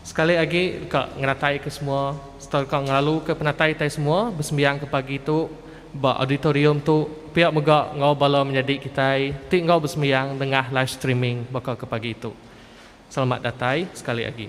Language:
Iban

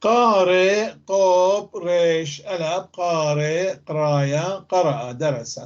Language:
North Levantine Arabic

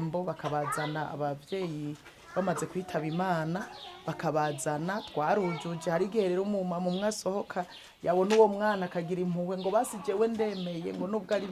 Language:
Rundi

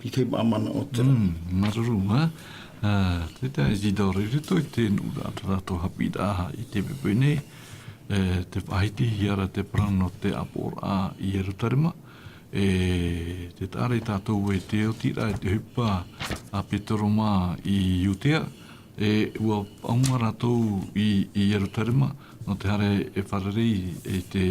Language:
Tahitian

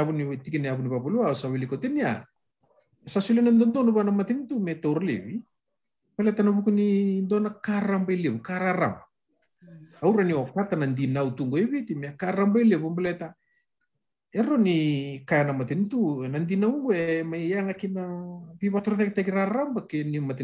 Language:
Fijian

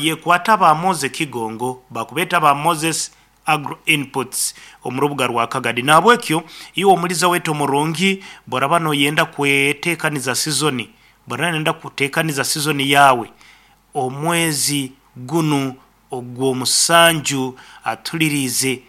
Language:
Nyankole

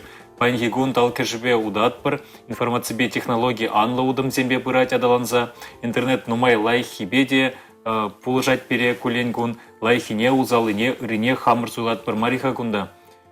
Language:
Chuvash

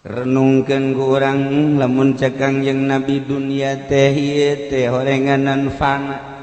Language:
Sundanese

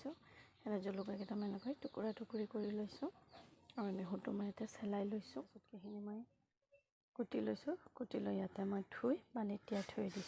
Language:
Assamese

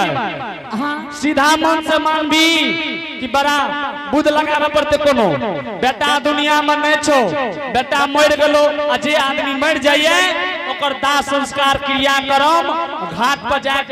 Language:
Angika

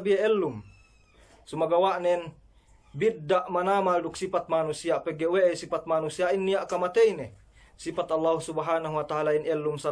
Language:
Yakan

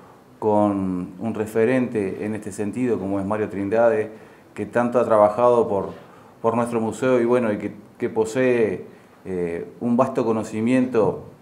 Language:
Spanish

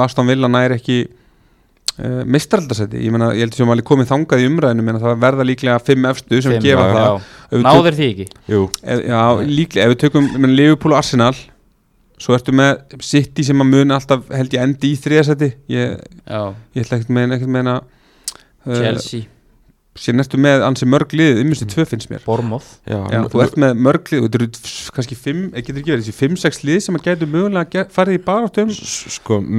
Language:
Icelandic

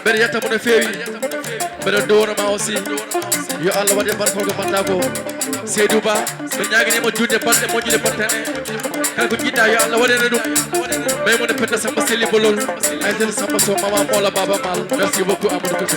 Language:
Fula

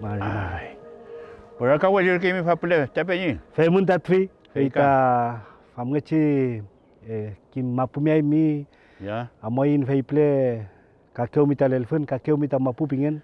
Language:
Mapuche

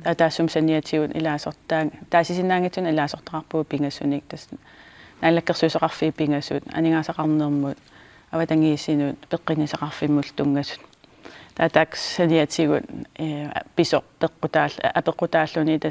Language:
Kalaallisut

